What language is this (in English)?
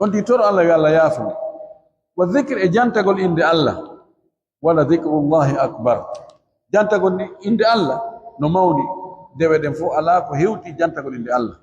Fula